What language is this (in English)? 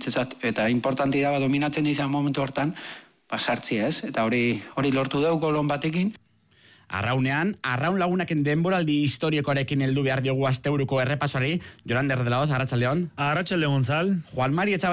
Basque